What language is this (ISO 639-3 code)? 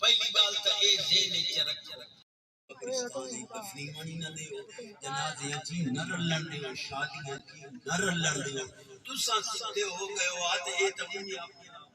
skr